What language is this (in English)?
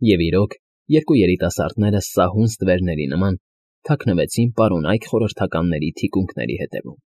Armenian